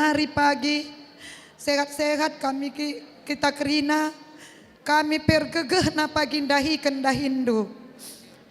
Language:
Batak Karo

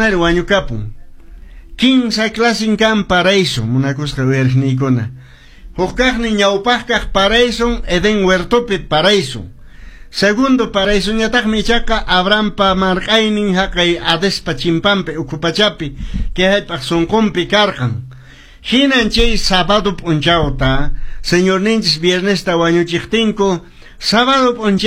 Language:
Quechua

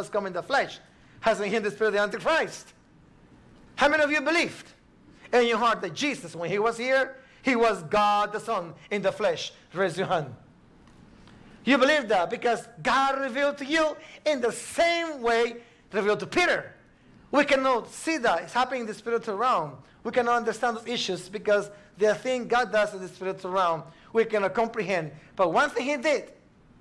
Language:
English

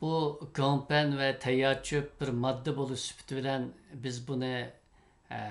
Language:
Uyghur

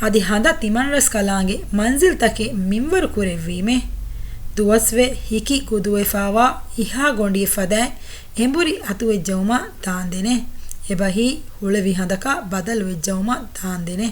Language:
Divehi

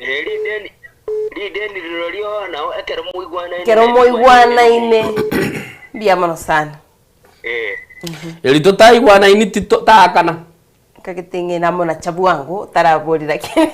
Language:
Gusii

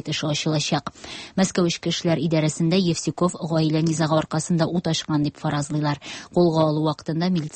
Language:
Tatar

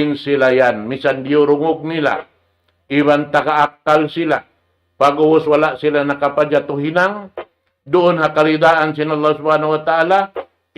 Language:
Tausug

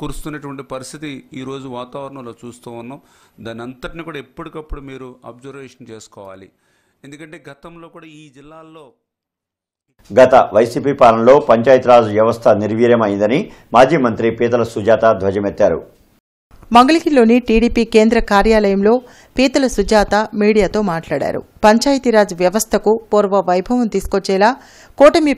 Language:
Telugu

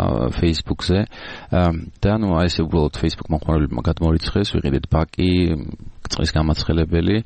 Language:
Georgian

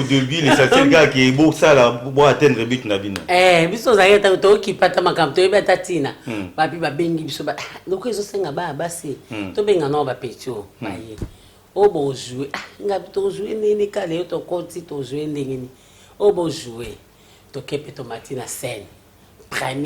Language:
Lingala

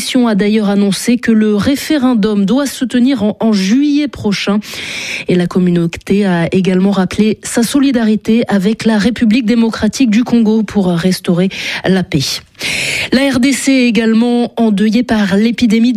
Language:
French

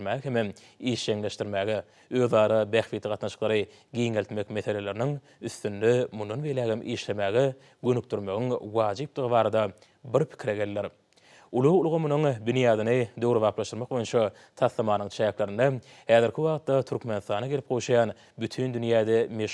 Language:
Turkmen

